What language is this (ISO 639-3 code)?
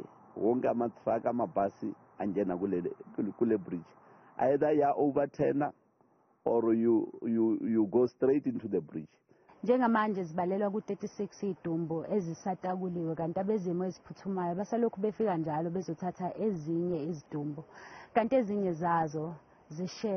zul